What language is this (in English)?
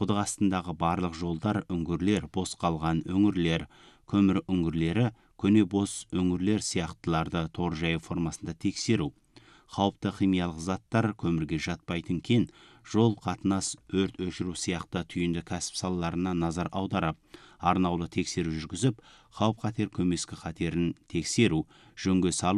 Kazakh